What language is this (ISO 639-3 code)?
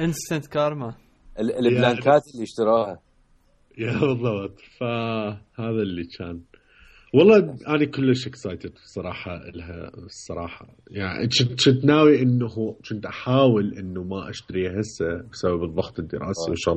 acm